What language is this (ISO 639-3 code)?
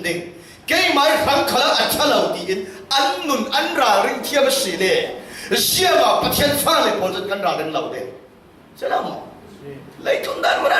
cfm